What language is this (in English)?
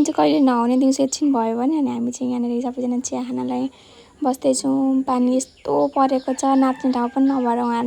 Nepali